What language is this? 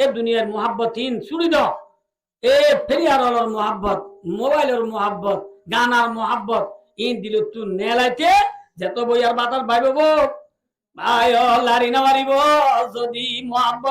Rohingya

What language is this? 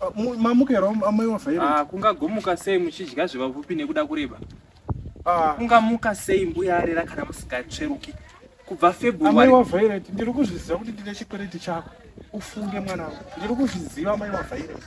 Shona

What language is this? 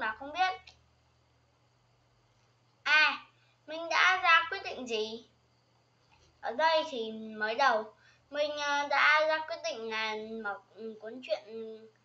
Vietnamese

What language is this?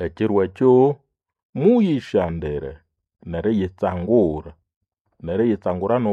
Nande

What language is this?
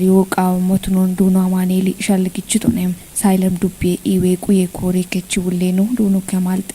Kafa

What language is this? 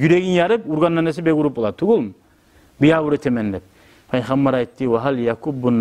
Kumyk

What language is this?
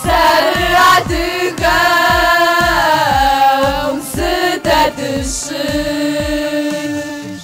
Kabardian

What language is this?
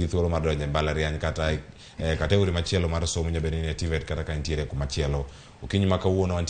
Luo (Kenya and Tanzania)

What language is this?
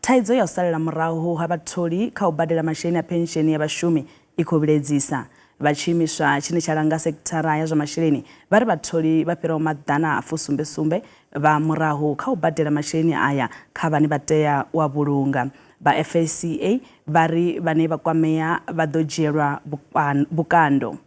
Venda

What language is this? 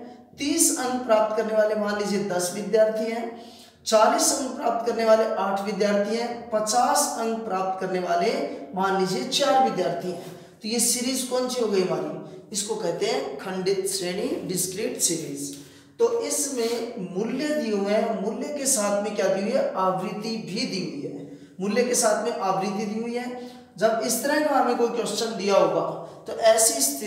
Hindi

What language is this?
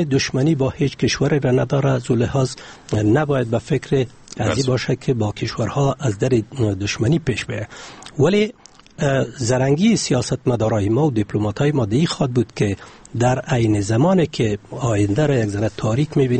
Persian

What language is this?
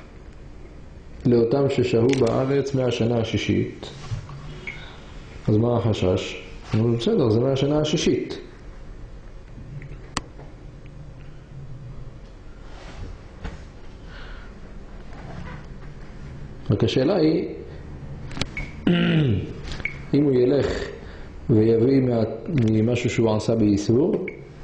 Hebrew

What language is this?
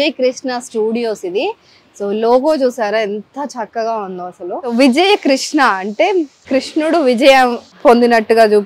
Telugu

